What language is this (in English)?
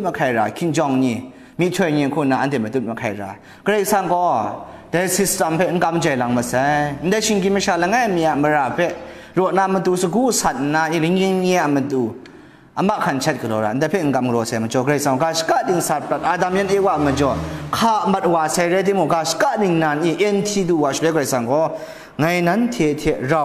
Kachin